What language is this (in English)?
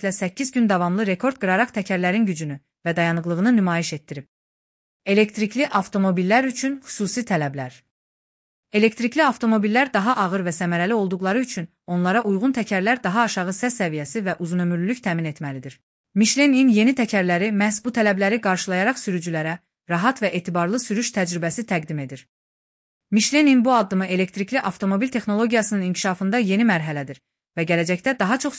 Azerbaijani